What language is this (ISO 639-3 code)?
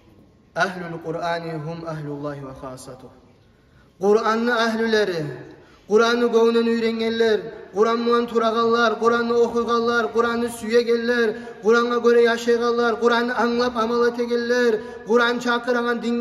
kum